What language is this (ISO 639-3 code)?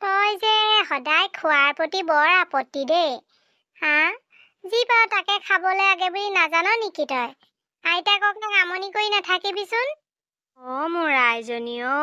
asm